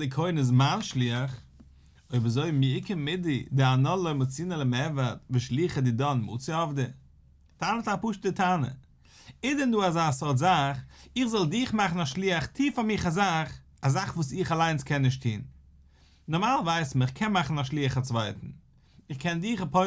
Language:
Yiddish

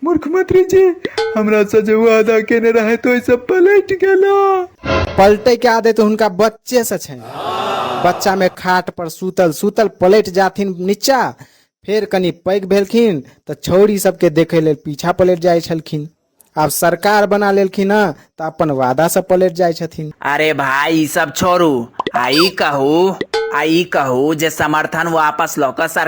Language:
Maithili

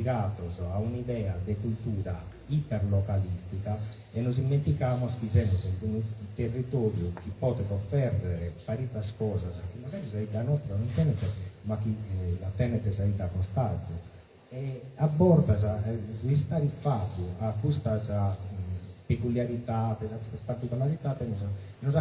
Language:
Sardinian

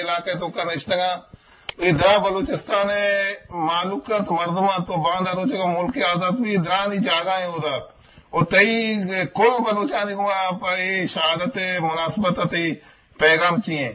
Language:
Eastern Balochi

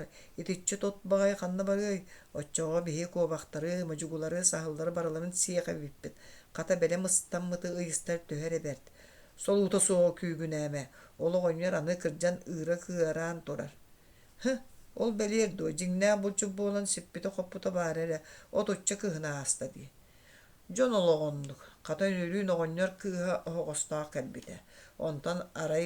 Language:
Yakut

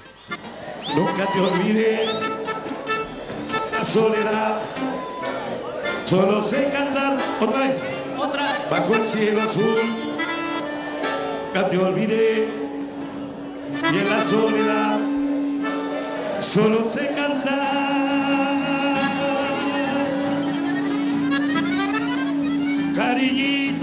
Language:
Spanish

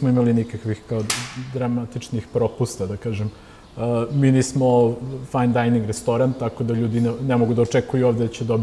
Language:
Serbian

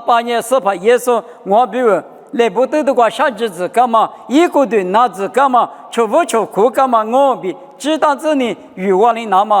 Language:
Lisu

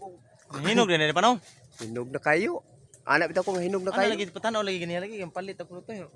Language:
Cebuano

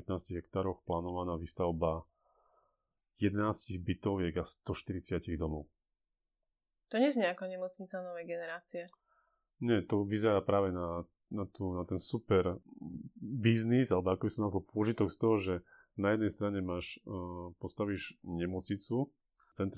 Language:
Slovak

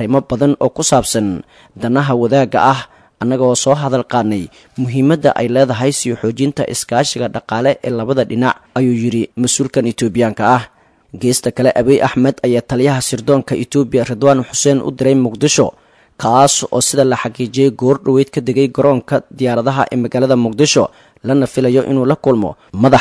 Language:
Somali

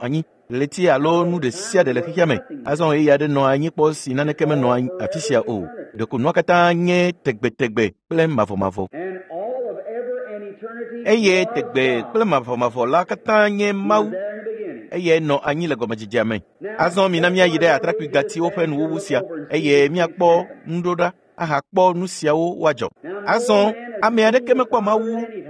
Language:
Ewe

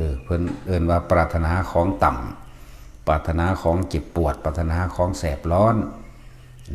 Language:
Northeastern Thai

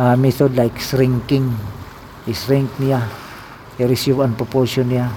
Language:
Cebuano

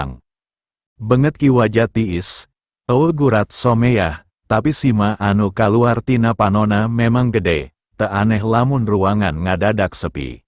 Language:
Sundanese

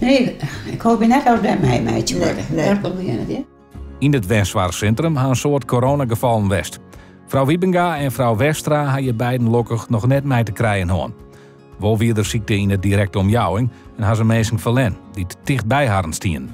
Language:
Western Frisian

